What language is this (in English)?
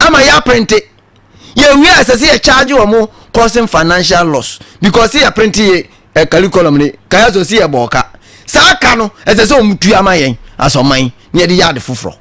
Akan